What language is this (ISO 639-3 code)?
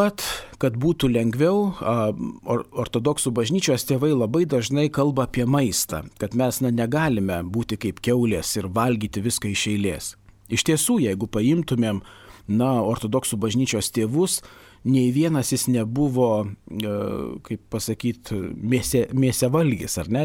lit